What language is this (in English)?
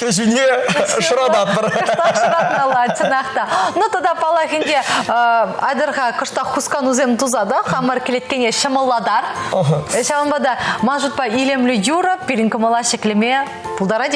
Chuvash